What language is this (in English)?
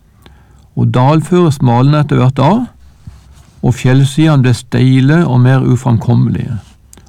Norwegian